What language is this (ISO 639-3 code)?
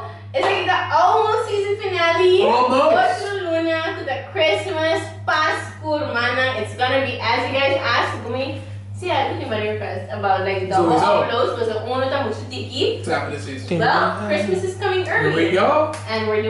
pap